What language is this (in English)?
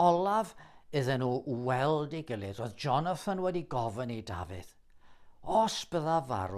Welsh